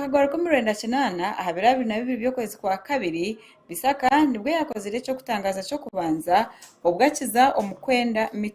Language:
Nyankole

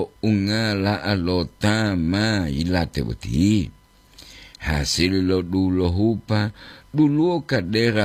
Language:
Gorontalo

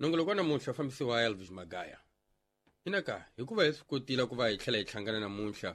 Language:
Tsonga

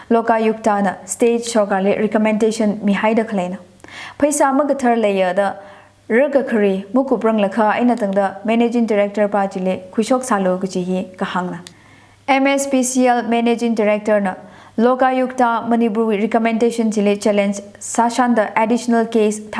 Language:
Tangkhul Naga (India)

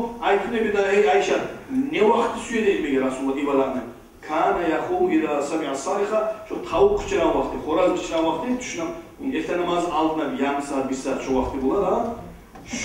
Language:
Kumyk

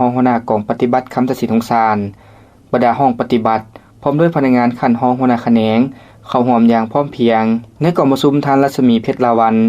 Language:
Lao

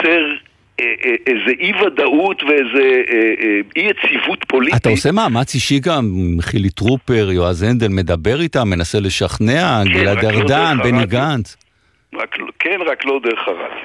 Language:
Hebrew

